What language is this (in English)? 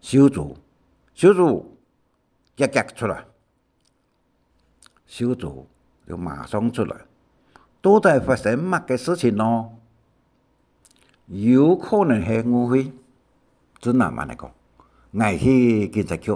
Hakka Chinese